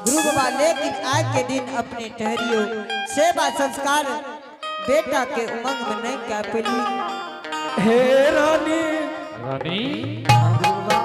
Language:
Angika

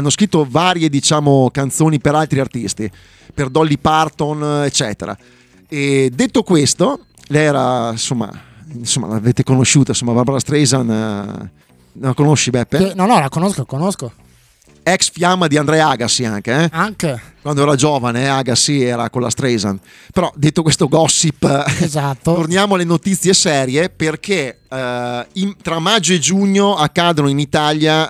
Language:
Italian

